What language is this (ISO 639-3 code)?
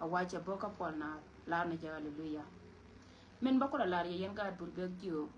nus